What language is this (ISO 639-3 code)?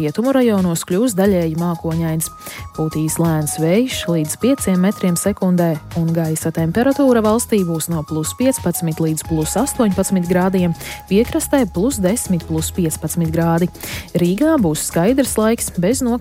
lav